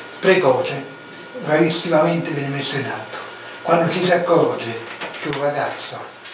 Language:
Italian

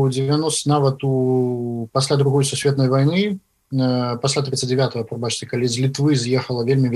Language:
Belarusian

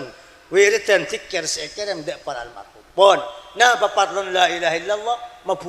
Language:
Madurese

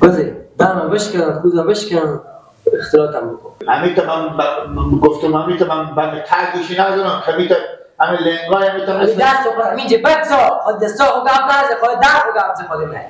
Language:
Persian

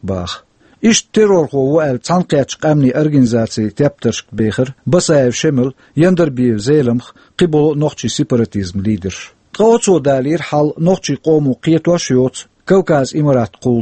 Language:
Chechen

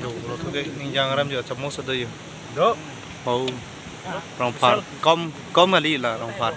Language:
Karbi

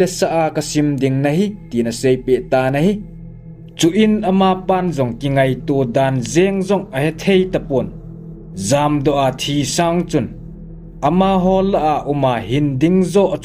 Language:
Thado Chin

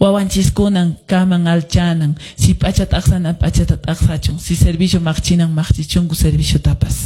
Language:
Quechua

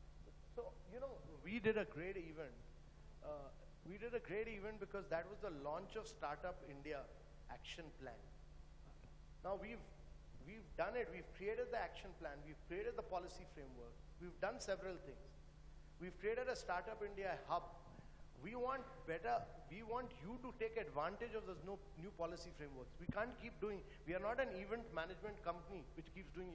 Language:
English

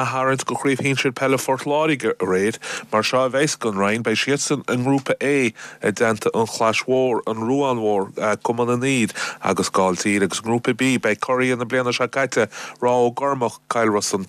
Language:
Irish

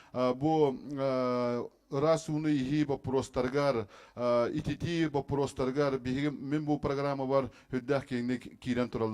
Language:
Yakut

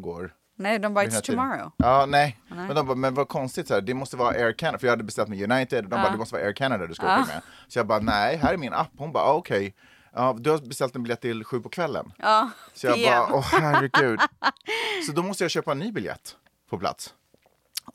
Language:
Swedish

